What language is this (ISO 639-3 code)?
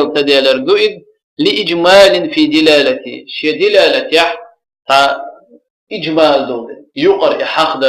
che